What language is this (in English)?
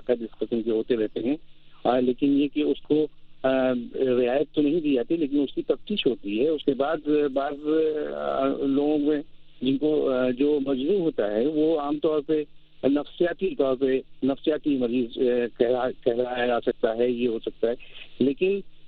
Urdu